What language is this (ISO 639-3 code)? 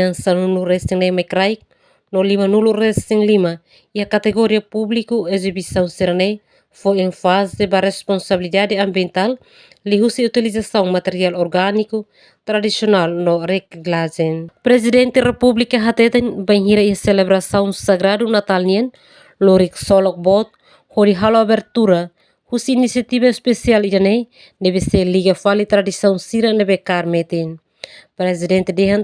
tet